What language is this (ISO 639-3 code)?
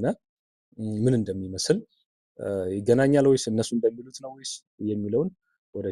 amh